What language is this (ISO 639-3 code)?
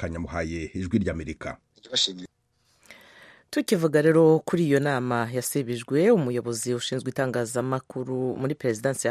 kin